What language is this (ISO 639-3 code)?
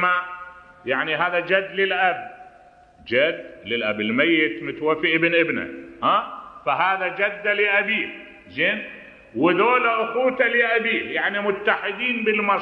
acm